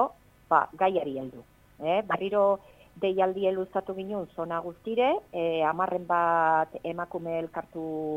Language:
Basque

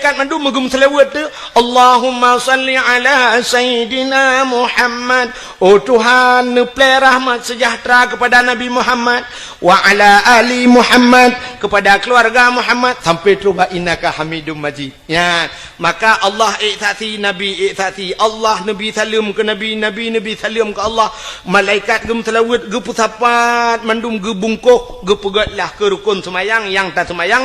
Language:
Achinese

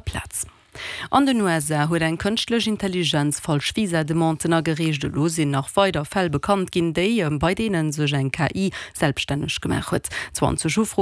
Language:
Luxembourgish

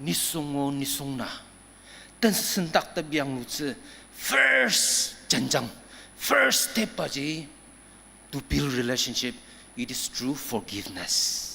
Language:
Ao Naga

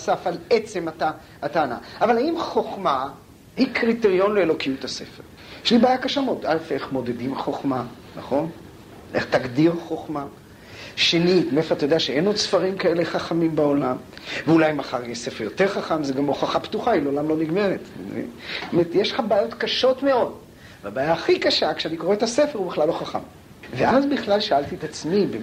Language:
Hebrew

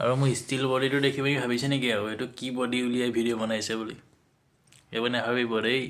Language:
Assamese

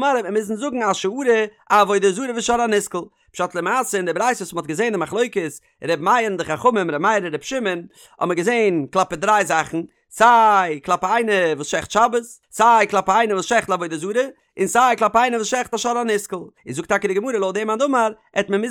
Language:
Yiddish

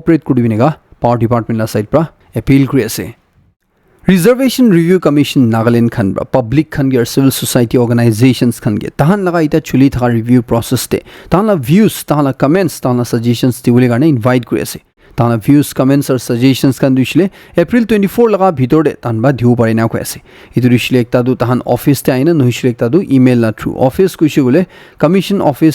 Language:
Naga Pidgin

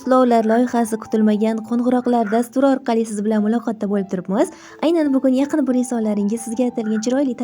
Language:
Uzbek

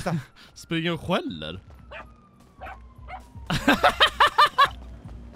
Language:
Swedish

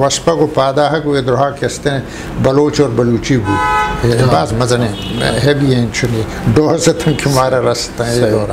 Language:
Eastern Balochi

